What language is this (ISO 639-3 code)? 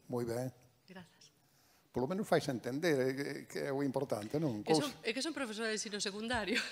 glg